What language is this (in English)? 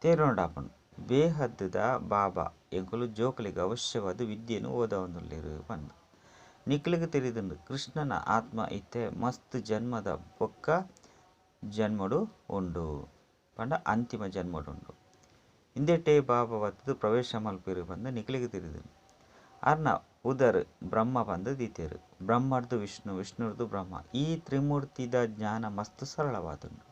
Tulu